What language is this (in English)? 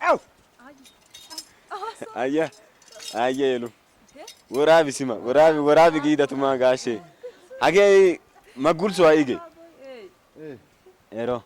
Wolaytta